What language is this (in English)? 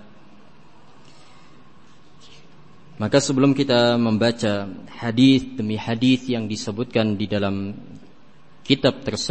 Indonesian